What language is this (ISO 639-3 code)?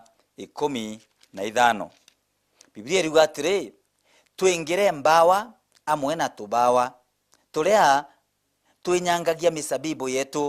mer